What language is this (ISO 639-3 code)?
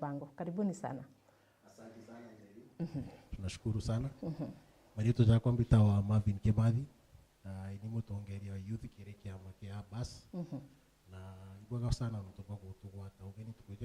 mer